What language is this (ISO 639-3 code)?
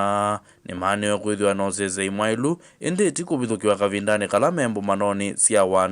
kam